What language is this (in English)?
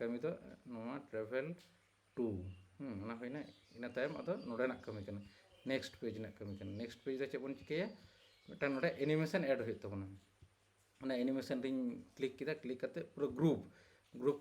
Santali